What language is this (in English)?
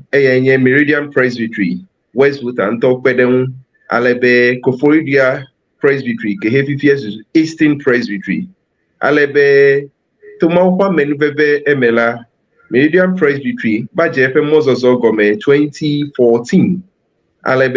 Ewe